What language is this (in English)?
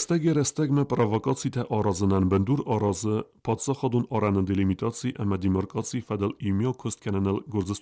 Ossetic